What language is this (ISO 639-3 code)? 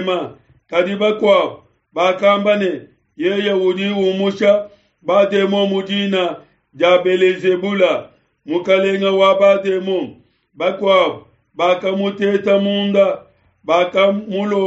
lua